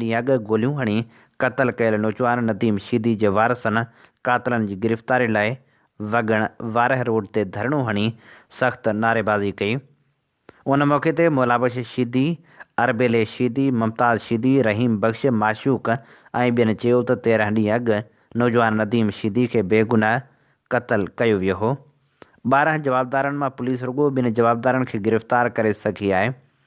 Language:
Sindhi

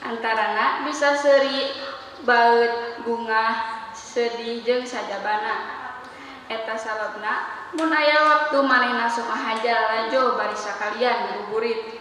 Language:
Sundanese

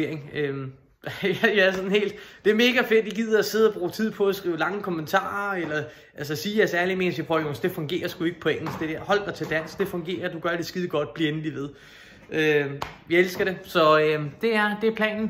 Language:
Danish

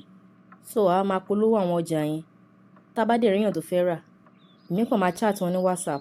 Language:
Yoruba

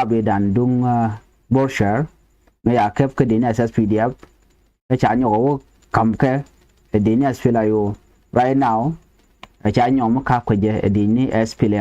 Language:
Nuer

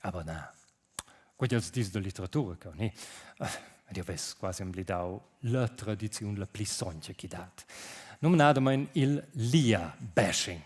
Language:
Romansh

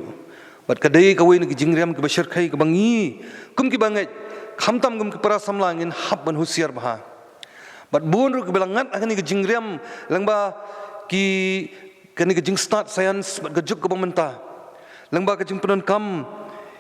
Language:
Khasi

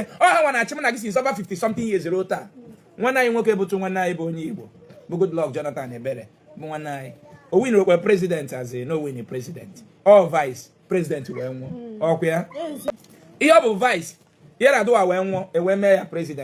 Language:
Igbo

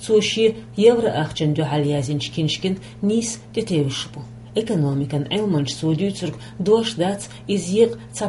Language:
Chechen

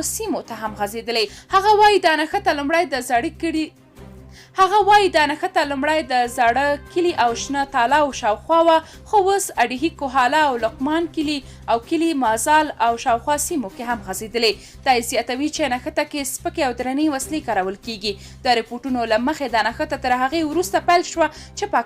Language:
Pashto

